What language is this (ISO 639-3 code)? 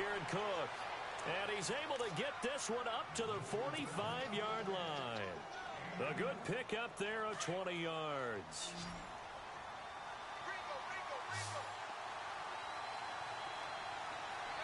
eng